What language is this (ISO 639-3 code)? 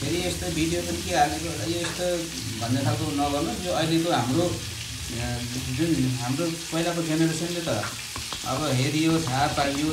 nep